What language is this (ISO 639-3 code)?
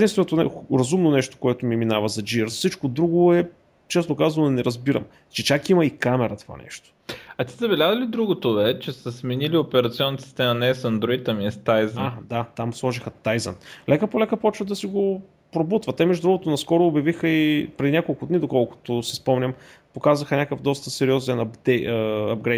bul